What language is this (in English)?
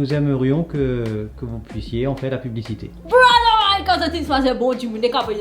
Morisyen